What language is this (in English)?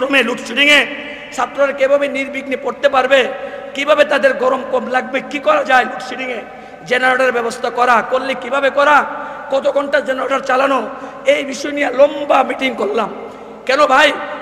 Bangla